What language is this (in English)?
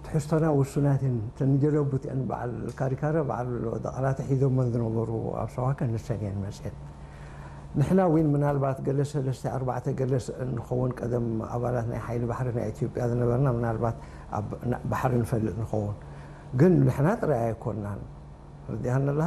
Tigrinya